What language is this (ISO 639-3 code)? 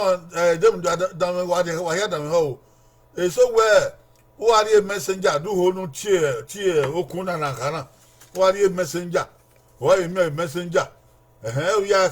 bin